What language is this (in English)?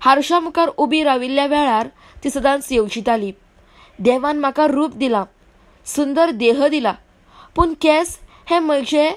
Konkani